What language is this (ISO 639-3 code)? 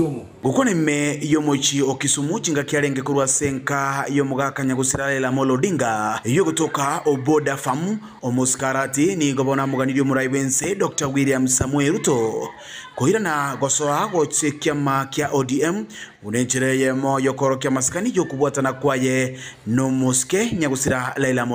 guz